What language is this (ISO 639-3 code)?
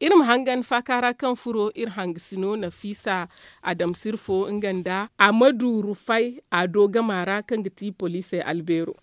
dje